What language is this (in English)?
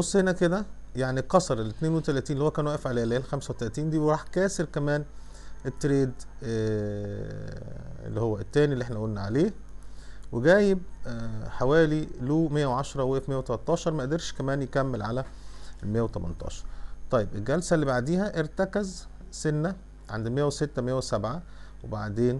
Egyptian Arabic